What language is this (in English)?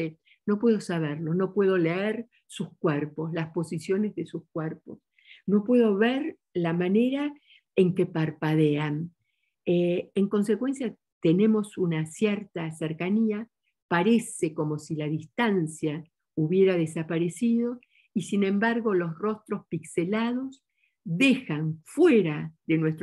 Spanish